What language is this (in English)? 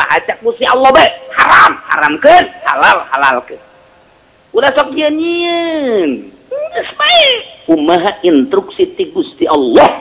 Sundanese